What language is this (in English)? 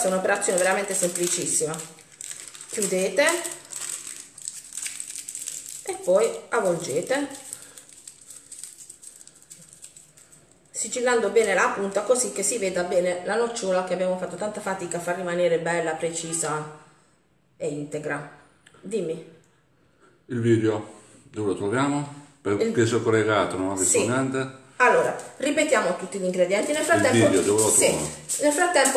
Italian